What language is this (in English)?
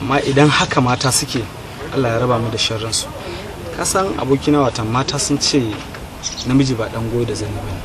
Hausa